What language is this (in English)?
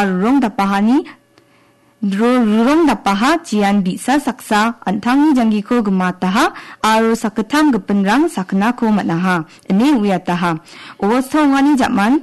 Garo